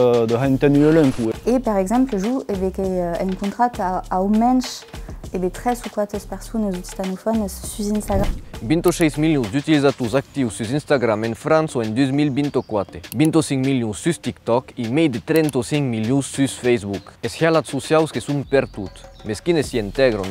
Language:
Occitan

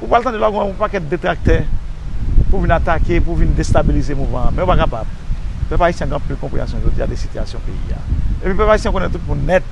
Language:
Haitian Creole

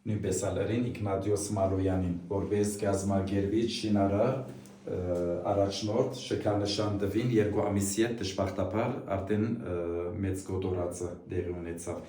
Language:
Western Armenian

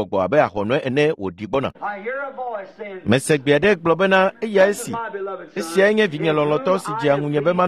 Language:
Ewe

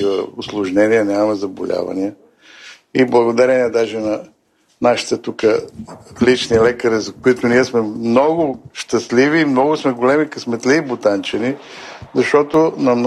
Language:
Bulgarian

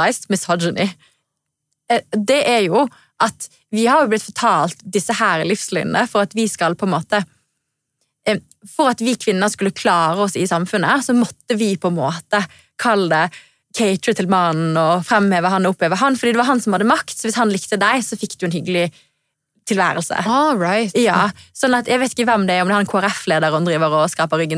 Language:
Norwegian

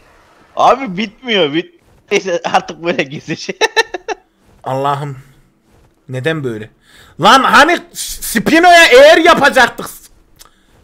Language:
Turkish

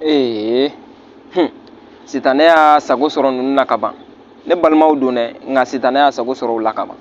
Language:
Bambara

